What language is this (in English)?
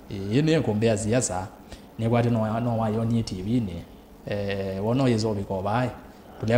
Kamba